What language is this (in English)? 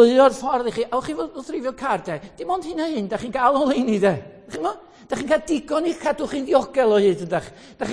Welsh